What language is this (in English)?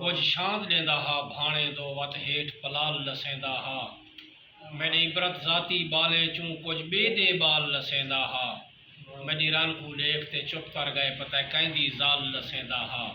Saraiki